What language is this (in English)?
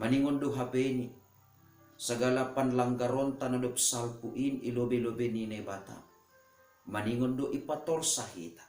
Batak Simalungun